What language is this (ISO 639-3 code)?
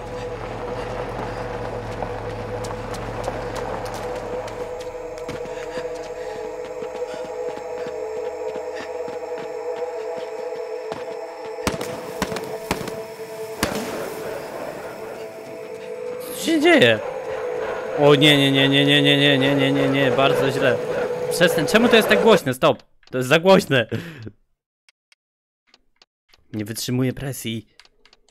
pol